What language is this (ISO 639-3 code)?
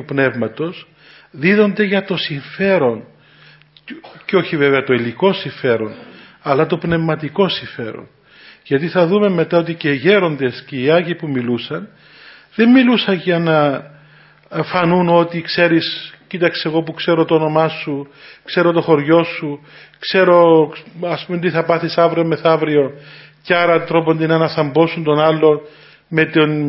ell